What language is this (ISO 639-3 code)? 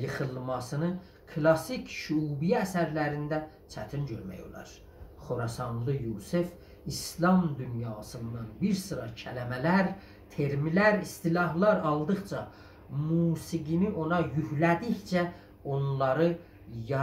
azb